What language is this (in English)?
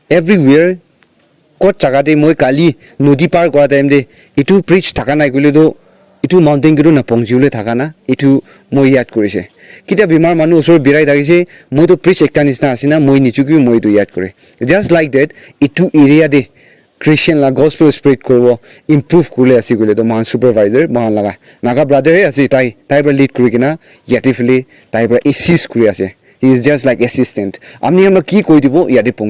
Naga Pidgin